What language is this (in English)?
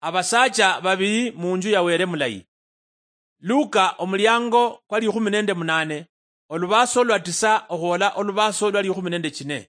Luyia